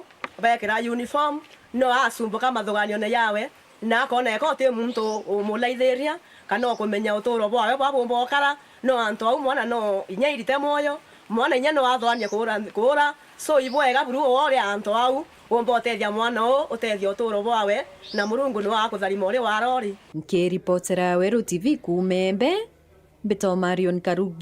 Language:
Meru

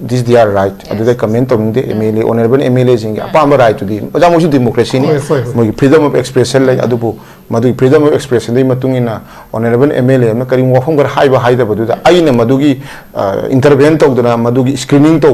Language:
Manipuri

